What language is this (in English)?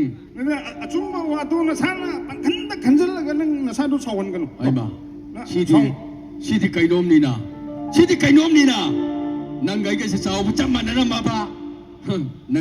Manipuri